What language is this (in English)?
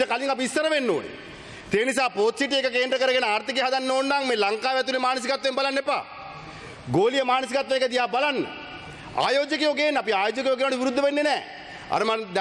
Sinhala